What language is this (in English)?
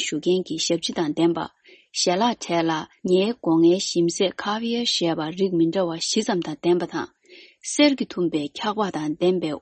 Tibetan